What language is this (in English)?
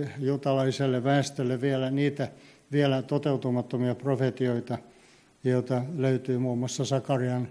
Finnish